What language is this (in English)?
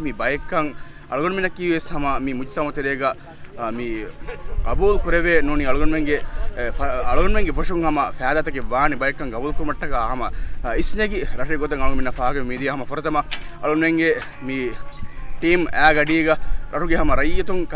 Divehi